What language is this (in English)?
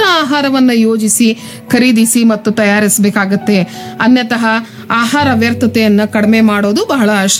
Kannada